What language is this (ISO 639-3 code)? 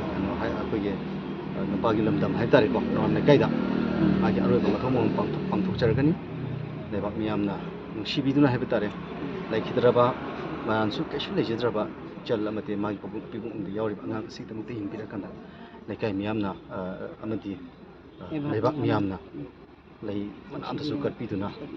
mni